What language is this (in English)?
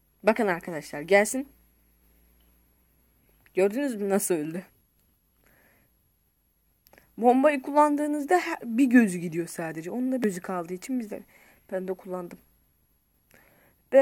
Turkish